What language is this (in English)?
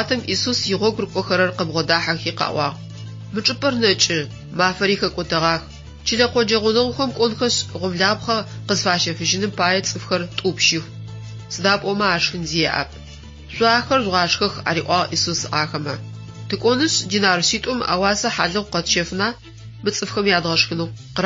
Adyghe